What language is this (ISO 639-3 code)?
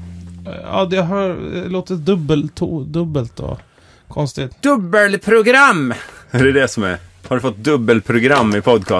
swe